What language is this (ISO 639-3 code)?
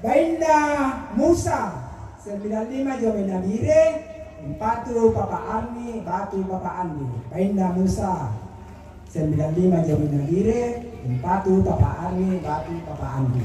sda